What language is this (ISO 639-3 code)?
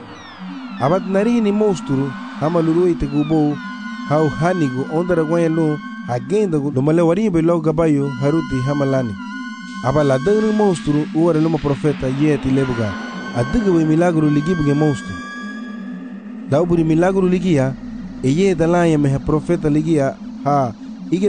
cab